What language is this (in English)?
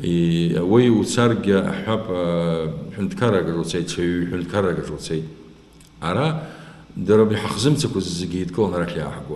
Abkhazian